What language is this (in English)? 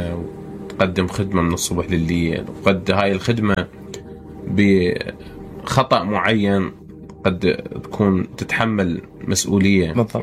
Mesopotamian Arabic